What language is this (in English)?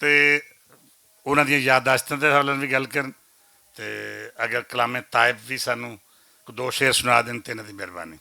Western Panjabi